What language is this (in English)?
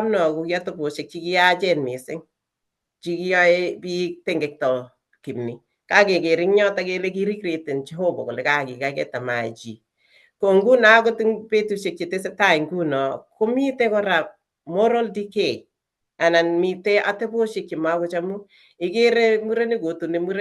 Kalenjin